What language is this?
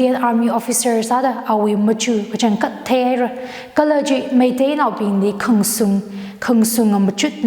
Tangkhul Naga (India)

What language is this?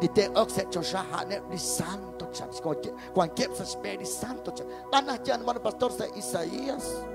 Kekchí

